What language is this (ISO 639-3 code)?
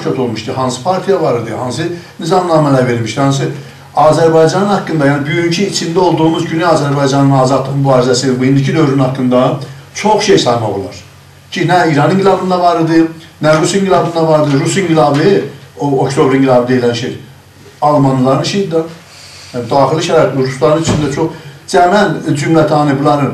azb